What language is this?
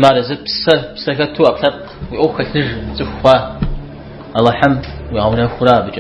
Kabardian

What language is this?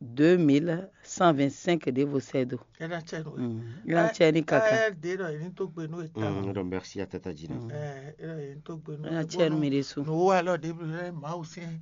Fon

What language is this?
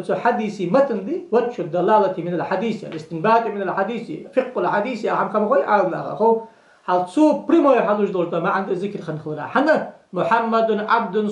Ingush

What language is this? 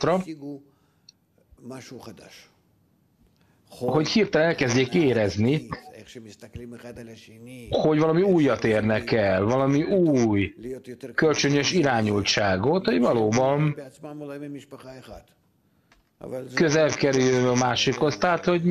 Hungarian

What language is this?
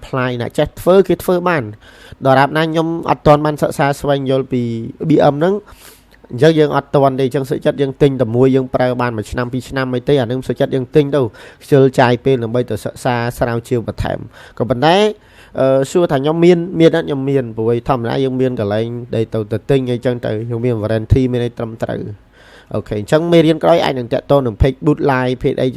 Khmer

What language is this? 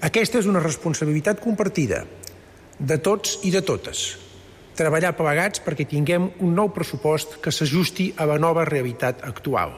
Catalan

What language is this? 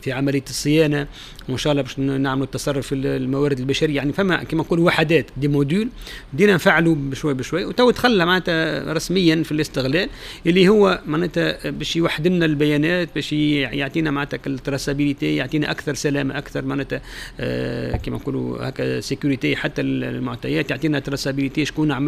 Tunisian Arabic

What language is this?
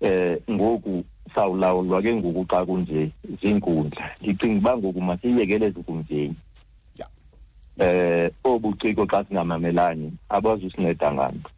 Xhosa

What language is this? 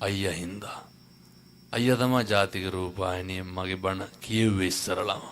Sinhala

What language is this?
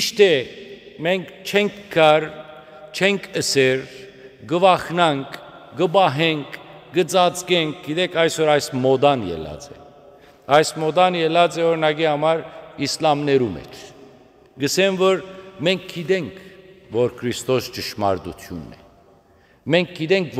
Western Armenian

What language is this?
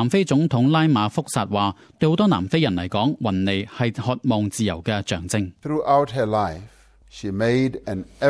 Cantonese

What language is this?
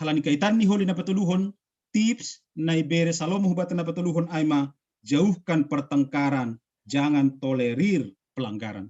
Batak Simalungun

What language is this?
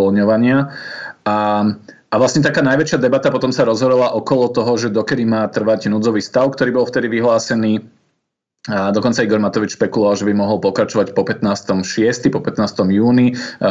Slovak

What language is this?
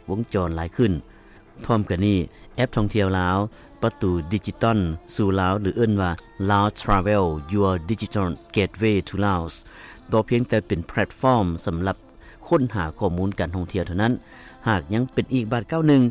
Lao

